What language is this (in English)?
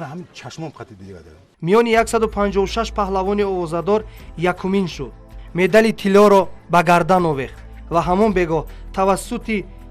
Tajik